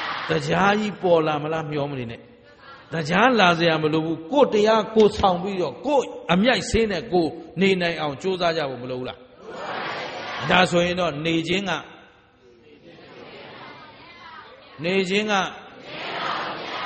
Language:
Burmese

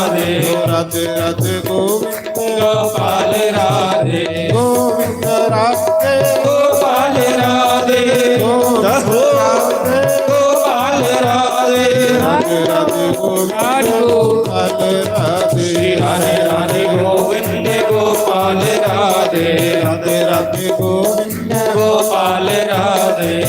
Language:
Dogri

